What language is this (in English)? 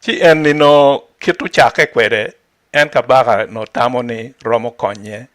Acoli